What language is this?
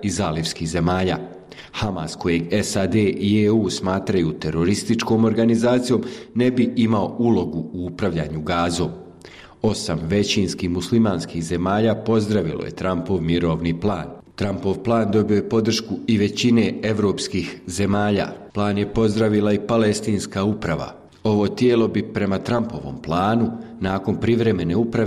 Bosnian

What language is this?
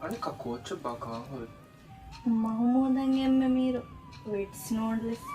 Divehi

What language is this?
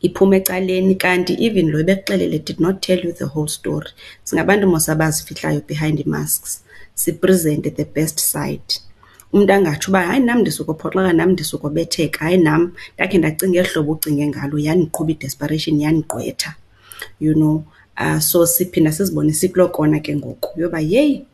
Xhosa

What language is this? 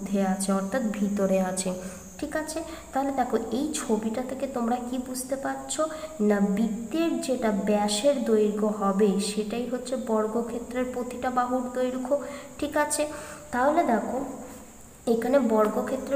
Bangla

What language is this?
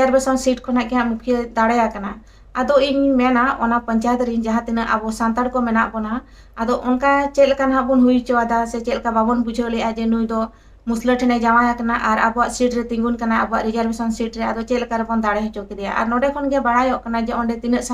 Santali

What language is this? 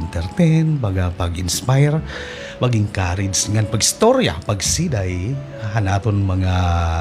Waray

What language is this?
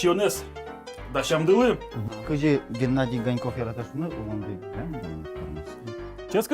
Udmurt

